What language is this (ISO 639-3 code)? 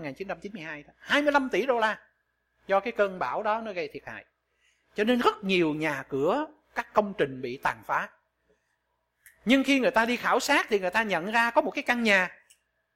vie